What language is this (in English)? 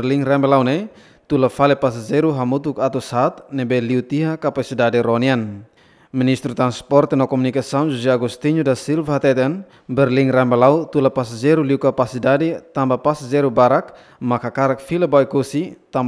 Tetum